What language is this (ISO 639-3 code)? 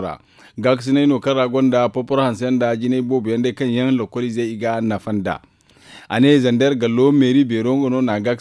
dje